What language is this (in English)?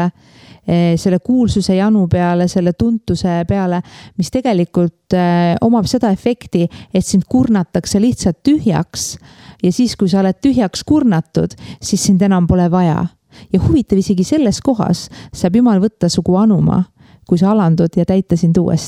Estonian